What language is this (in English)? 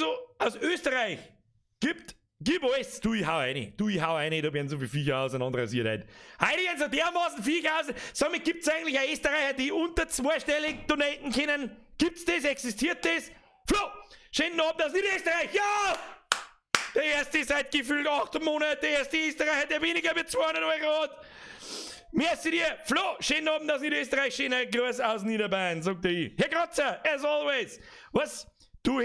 Bavarian